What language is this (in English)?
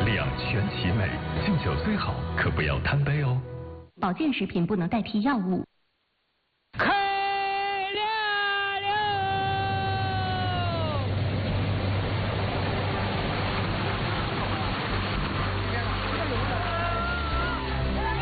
Chinese